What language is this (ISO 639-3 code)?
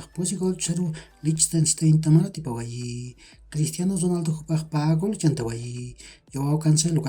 aym